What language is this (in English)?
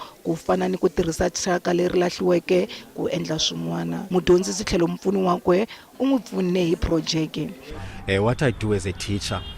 Tsonga